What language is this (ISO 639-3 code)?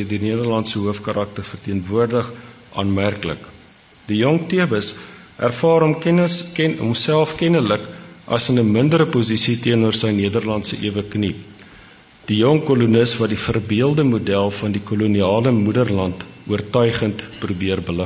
afr